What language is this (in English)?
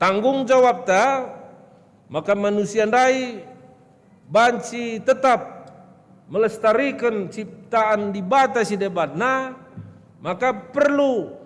Batak Karo